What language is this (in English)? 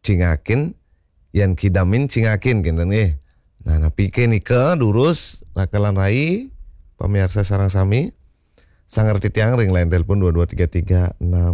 Balinese